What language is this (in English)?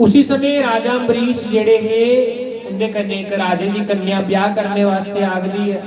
Dogri